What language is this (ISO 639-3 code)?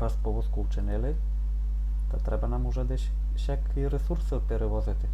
rue